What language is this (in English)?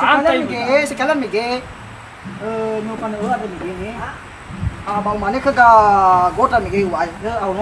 Nias